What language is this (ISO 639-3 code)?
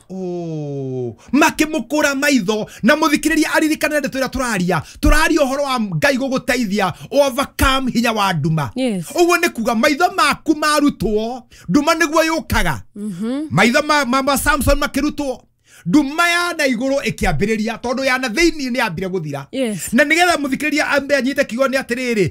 kik